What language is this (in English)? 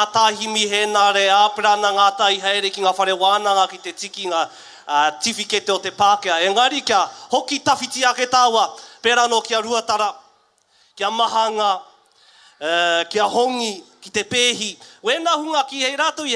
Māori